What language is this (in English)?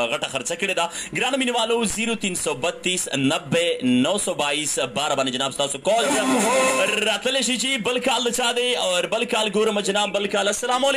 Pashto